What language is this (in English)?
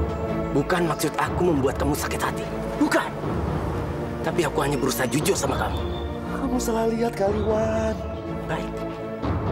Indonesian